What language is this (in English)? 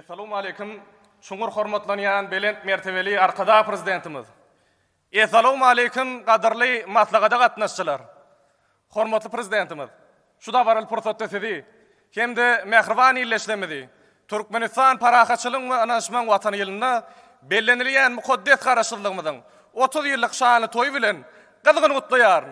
Turkmen